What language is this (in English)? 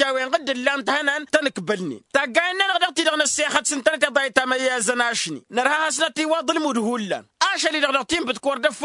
Tamasheq